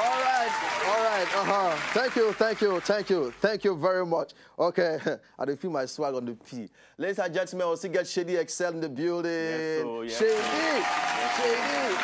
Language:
Nigerian Pidgin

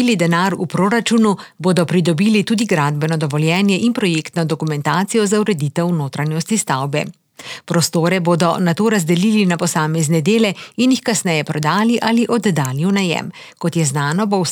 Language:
Slovenian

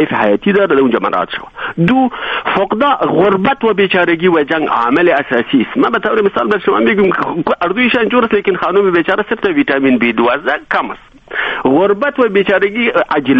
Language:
Persian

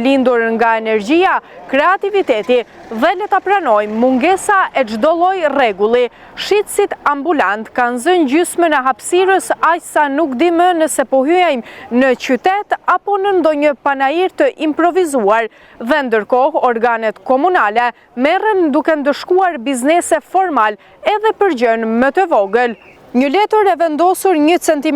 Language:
Albanian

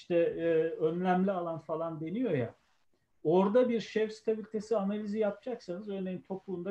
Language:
Turkish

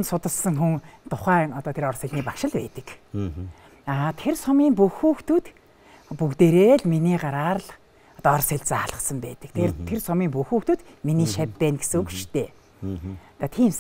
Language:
Mongolian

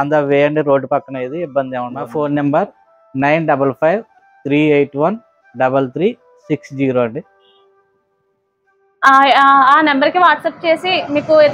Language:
Telugu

